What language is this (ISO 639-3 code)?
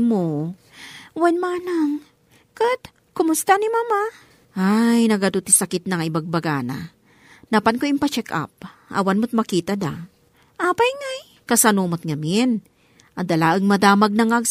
ilo